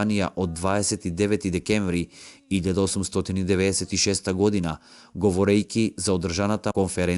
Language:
Macedonian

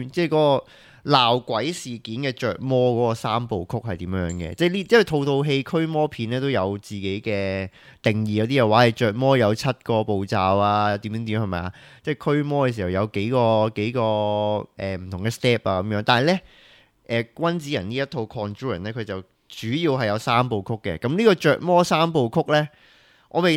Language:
Cantonese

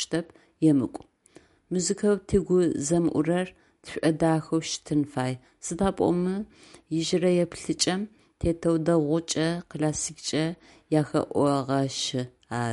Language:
Adyghe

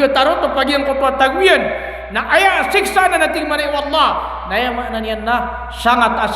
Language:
Maranao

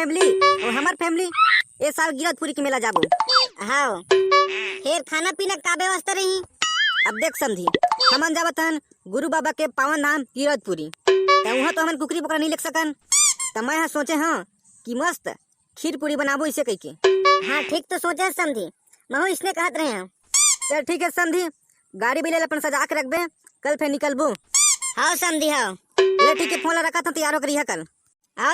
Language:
Chhattisgarhi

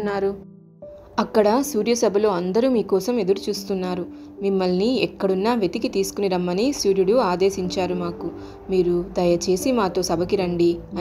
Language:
Telugu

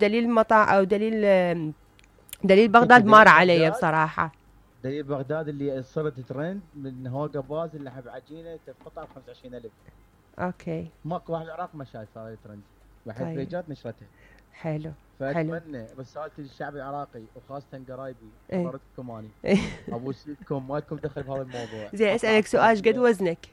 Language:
Mesopotamian Arabic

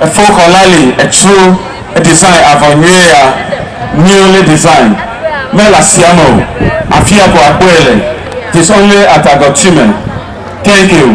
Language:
Ewe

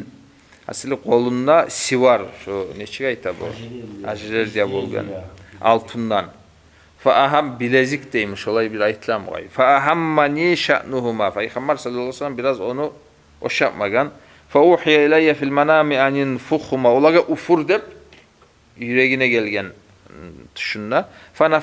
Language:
Kumyk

